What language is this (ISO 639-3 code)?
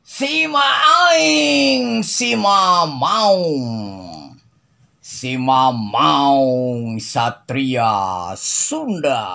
sun